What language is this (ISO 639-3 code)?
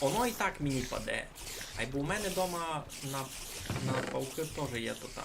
rue